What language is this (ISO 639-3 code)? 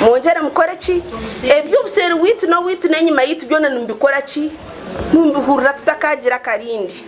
nyn